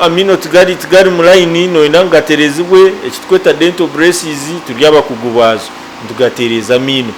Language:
Nyankole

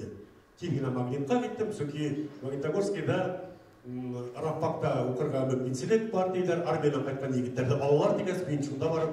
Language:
Bashkir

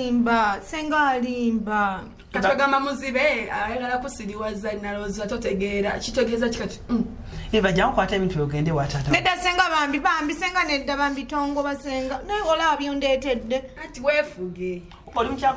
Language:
Ganda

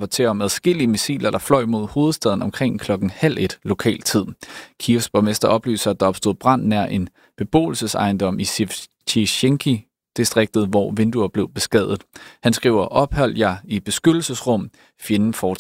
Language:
Danish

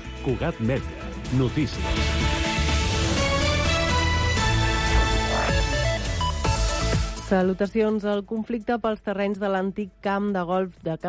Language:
Catalan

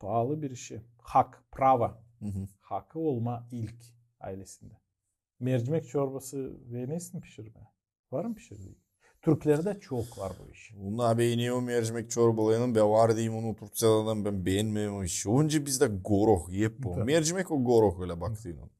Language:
Gagauz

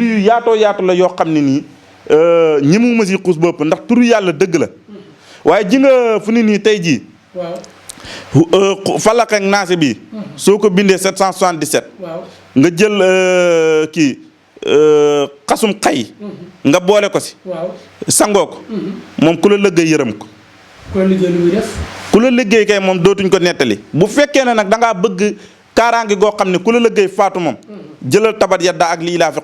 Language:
Wolof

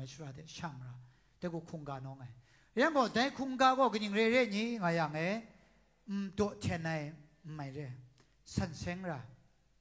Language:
Kachin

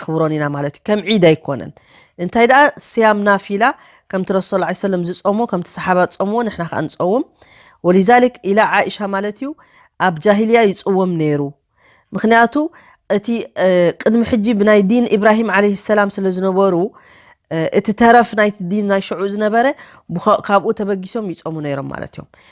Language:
Tigrinya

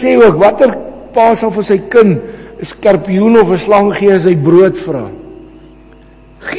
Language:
Afrikaans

